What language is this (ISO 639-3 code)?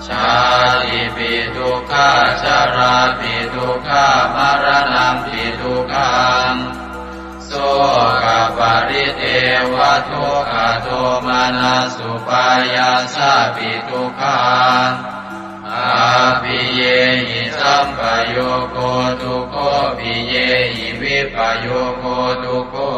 pli